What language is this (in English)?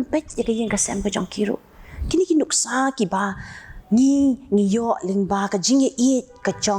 Khasi